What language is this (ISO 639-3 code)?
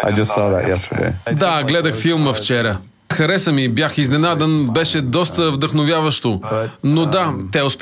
bul